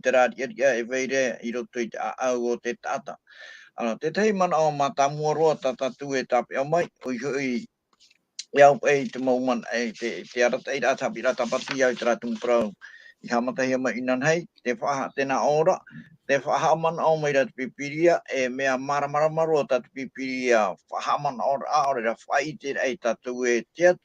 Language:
Tahitian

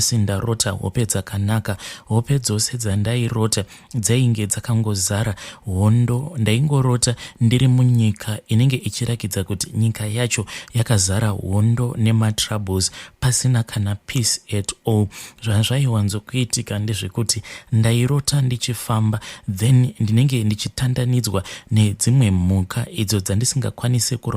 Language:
Shona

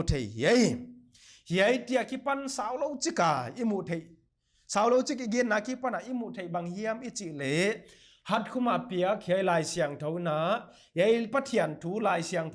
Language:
Paite Chin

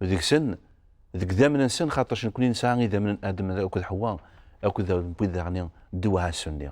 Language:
Kabyle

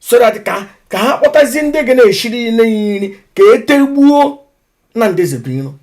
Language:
Igbo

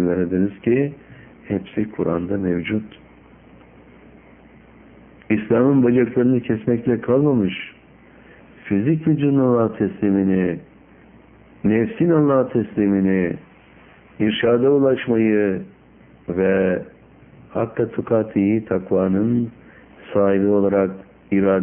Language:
Turkish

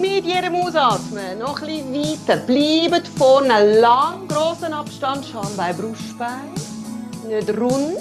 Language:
Swiss German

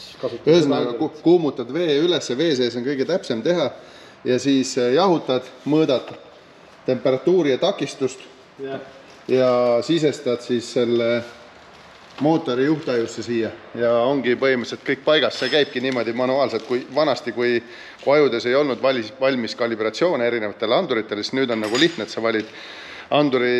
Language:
Estonian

